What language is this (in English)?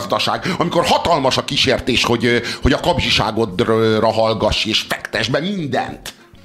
Hungarian